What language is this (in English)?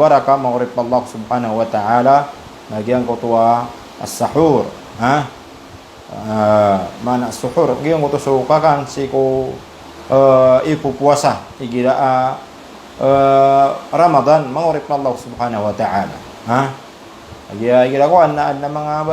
Maranao